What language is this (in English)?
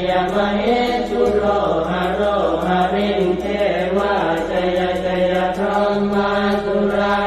Pali